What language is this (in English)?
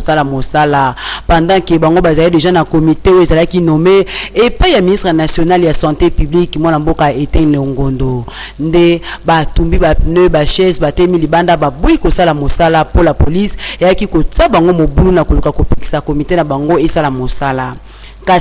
Lingala